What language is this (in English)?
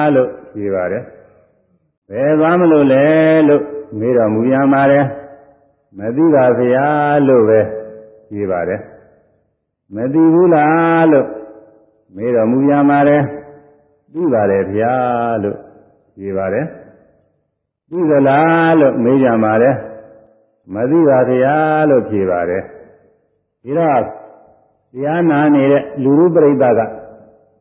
Burmese